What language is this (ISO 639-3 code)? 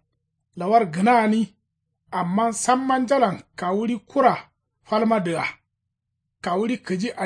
kau